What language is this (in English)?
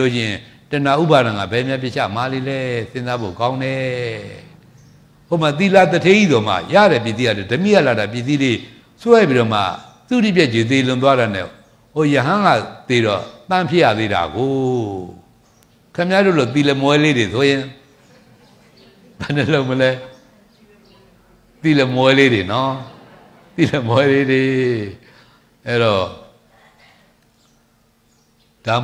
Burmese